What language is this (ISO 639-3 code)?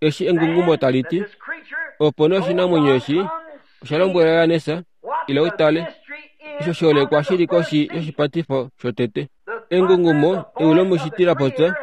kua